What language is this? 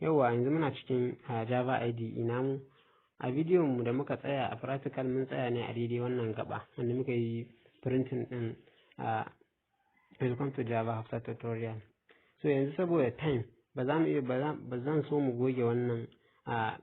Hausa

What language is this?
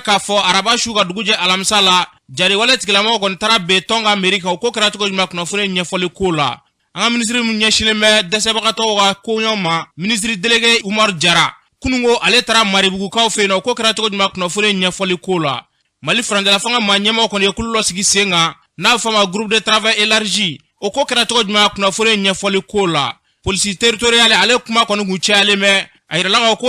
Bambara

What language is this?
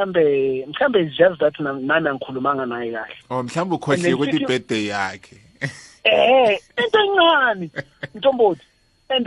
South Ndebele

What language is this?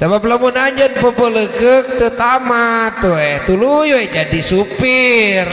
Sundanese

